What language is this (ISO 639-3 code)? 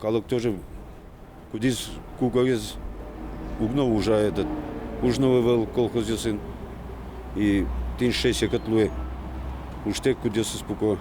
udm